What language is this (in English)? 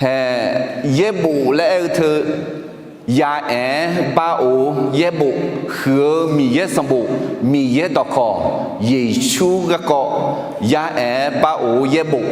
Akha